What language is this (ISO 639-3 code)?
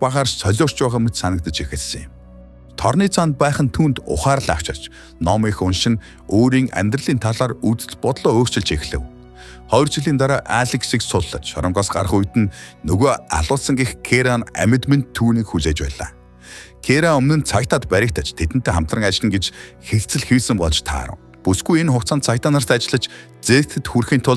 mon